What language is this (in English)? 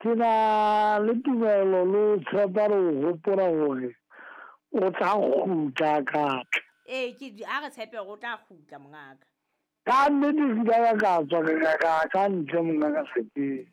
Southern Sotho